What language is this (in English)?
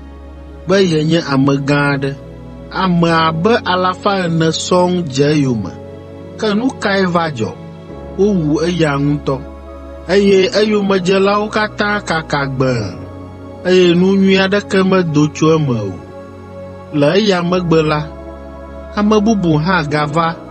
Ewe